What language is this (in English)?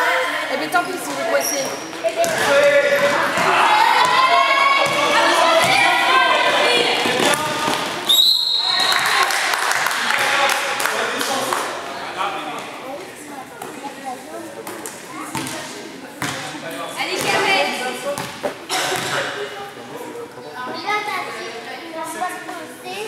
French